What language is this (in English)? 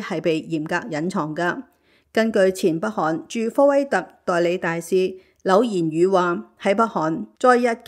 Cantonese